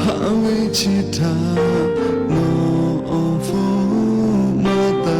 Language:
Lahu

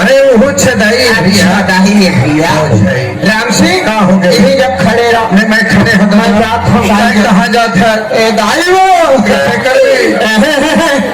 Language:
Chhattisgarhi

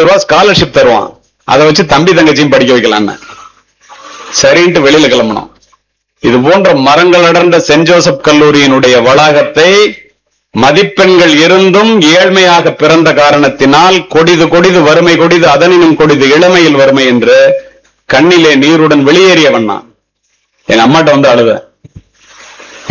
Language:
Tamil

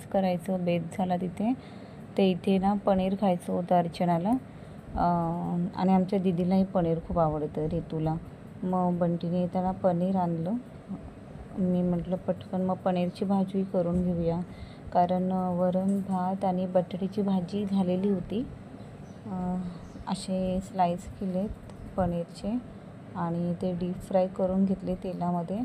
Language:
Marathi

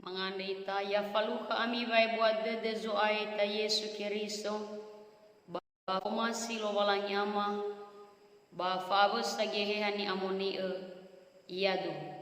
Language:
Nias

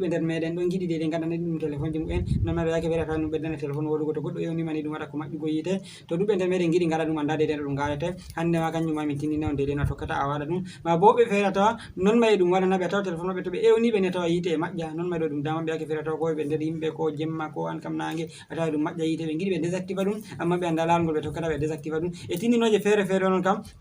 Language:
Fula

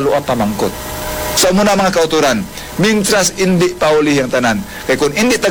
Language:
Hiligaynon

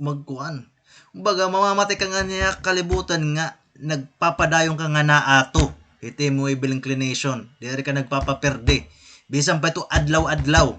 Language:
Waray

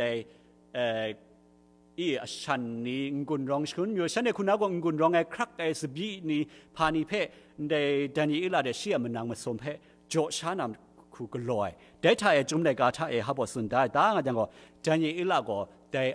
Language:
Kachin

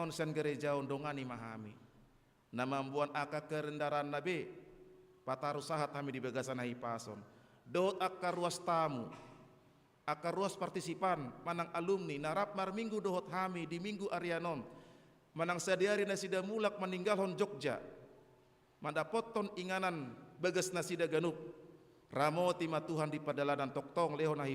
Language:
Batak Toba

